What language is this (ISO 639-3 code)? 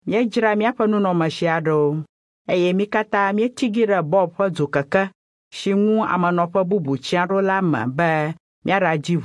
ewe